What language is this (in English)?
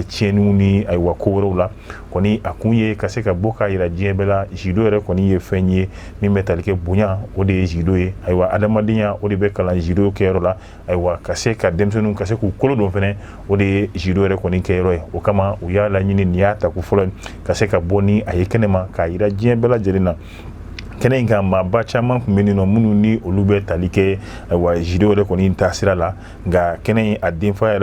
Bambara